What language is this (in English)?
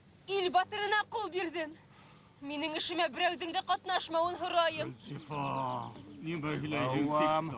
Bashkir